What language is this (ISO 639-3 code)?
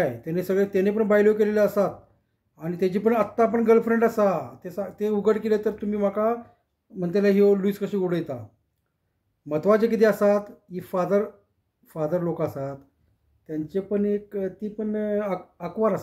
kok